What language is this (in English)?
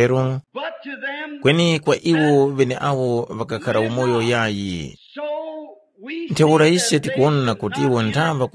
Tumbuka